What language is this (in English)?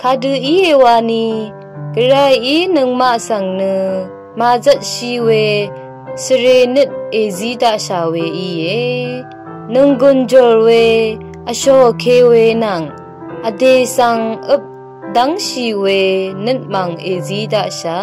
Rawang